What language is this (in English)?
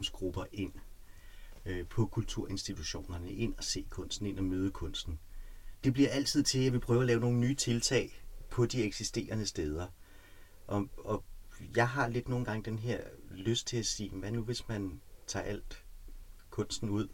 Danish